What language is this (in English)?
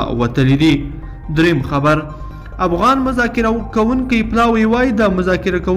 Pashto